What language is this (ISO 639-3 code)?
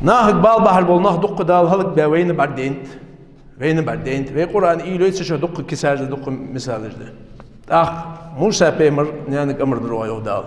inh